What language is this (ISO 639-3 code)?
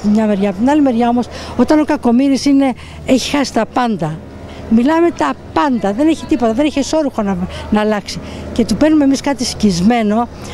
ell